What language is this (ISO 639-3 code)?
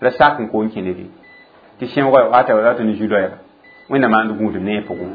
mos